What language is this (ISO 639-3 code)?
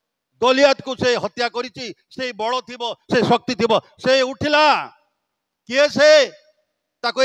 ori